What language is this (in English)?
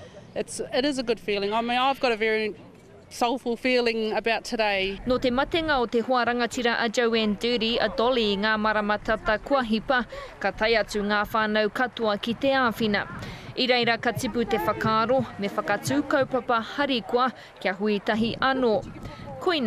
Māori